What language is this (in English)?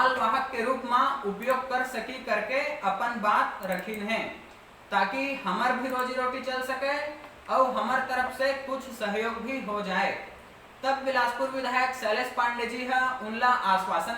Chhattisgarhi